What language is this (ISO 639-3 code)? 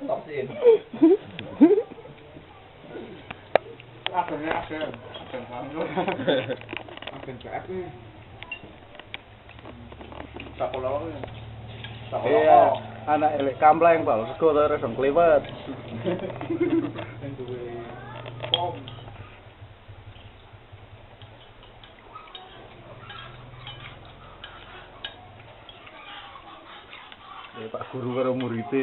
ind